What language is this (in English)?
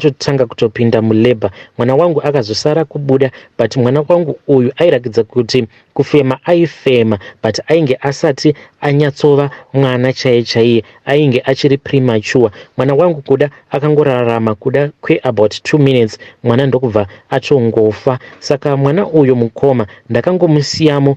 Shona